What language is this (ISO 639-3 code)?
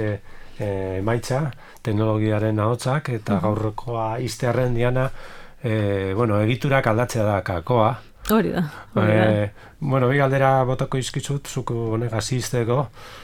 eus